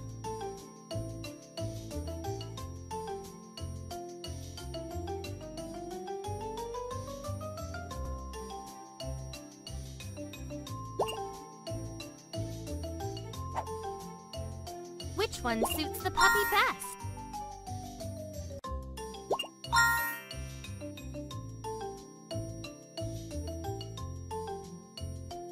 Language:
English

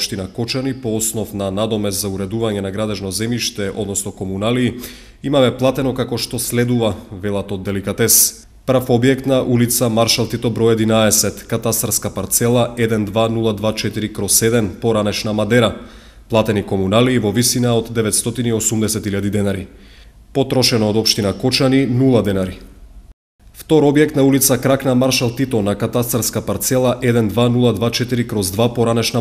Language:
Macedonian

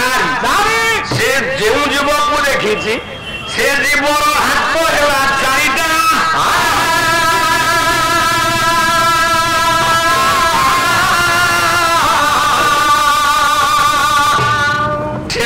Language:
Odia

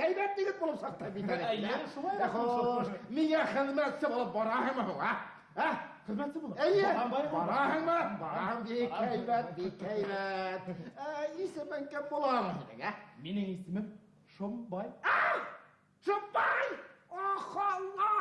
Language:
Bashkir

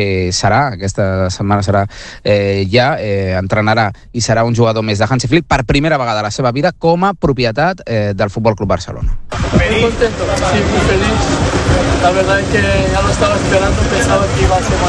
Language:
Catalan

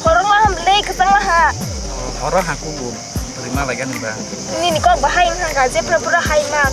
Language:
Kok Borok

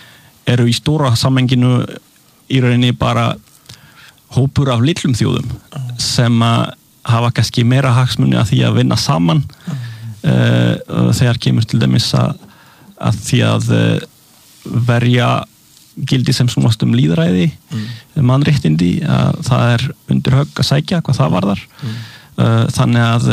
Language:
Icelandic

